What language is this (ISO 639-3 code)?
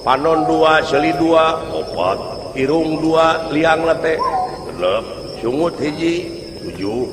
sun